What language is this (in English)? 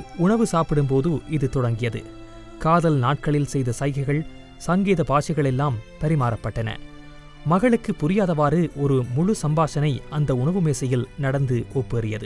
Tamil